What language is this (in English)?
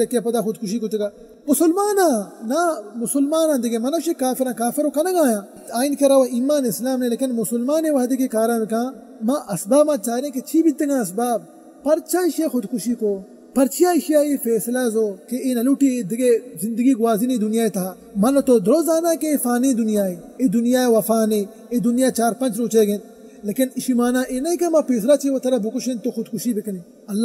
Baluchi